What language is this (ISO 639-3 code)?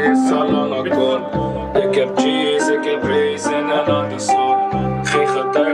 nld